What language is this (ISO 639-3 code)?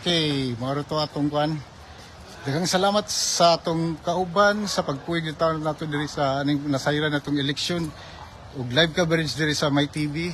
ceb